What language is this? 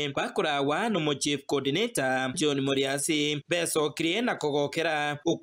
Gusii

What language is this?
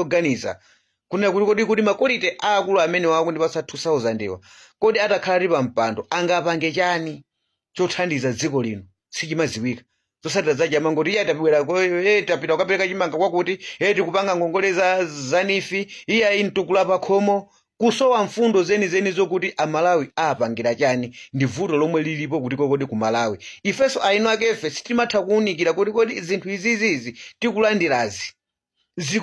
Nyanja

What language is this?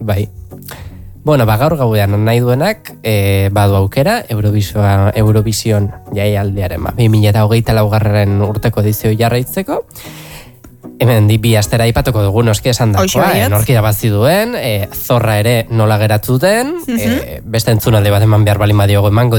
Basque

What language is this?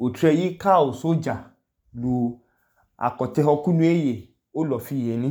Idoma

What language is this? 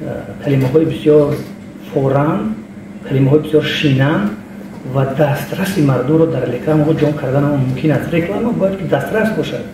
Tajik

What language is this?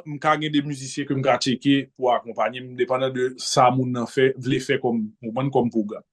Haitian Creole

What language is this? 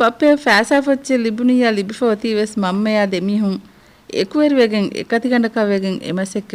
Divehi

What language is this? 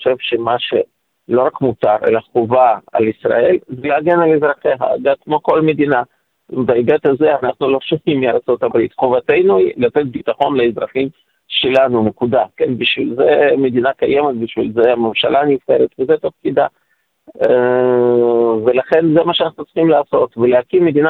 Hebrew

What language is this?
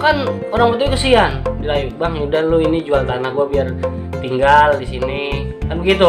Betawi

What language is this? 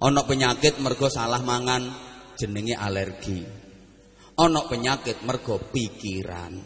Javanese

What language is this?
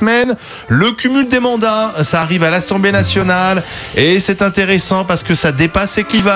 French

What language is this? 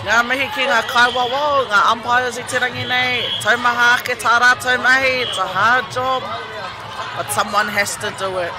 Māori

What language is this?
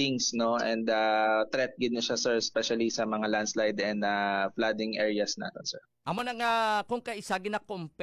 Hiligaynon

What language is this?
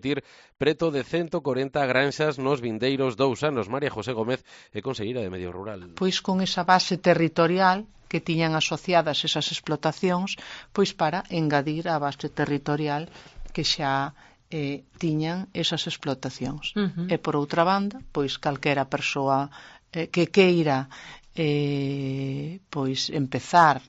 Galician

